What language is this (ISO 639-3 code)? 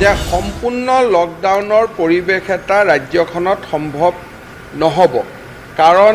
asm